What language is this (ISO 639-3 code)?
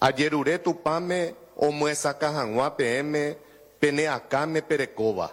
grn